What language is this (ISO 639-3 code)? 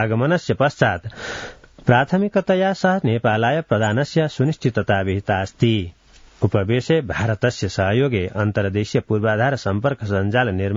san